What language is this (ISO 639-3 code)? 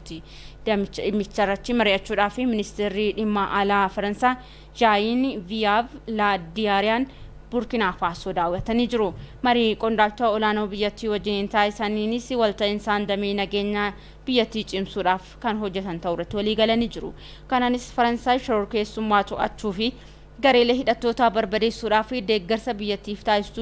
orm